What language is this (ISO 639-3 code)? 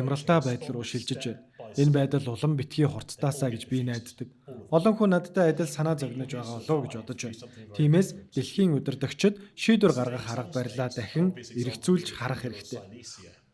mon